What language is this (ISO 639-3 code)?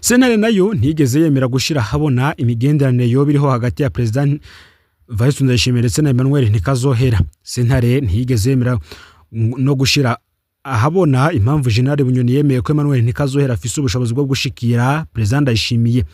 run